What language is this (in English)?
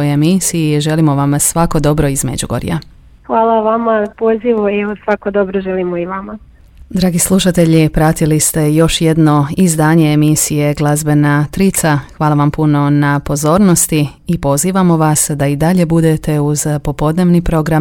Croatian